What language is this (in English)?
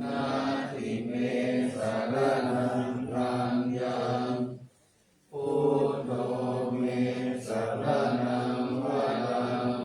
Pali